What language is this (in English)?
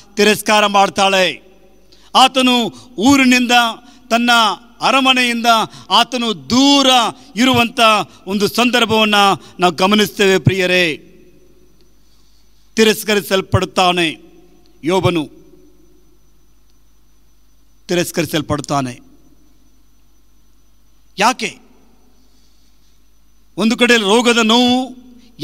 Kannada